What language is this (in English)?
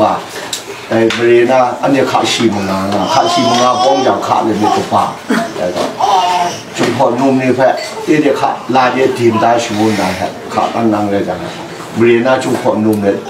Kachin